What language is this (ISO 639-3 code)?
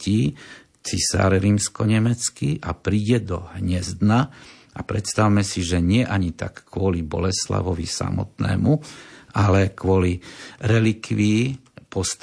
slk